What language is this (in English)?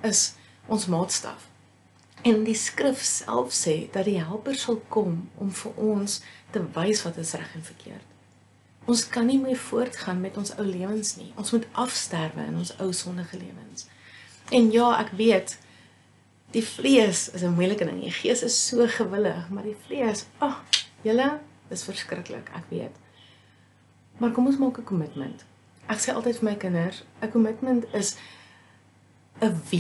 Afrikaans